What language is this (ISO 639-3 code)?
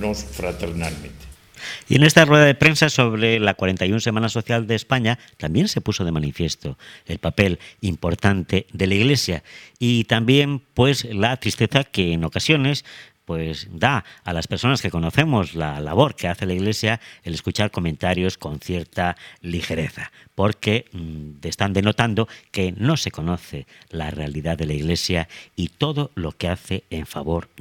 spa